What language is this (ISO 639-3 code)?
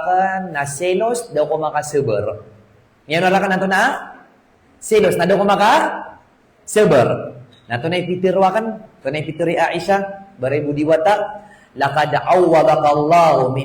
mrw